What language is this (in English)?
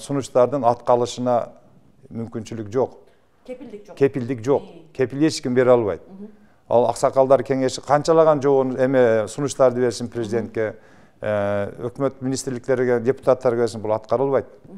Kyrgyz